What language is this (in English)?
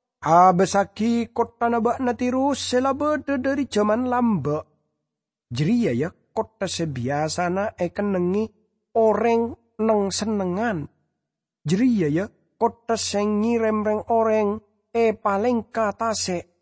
Madurese